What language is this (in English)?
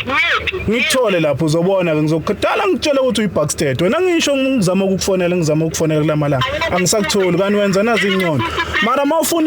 Zulu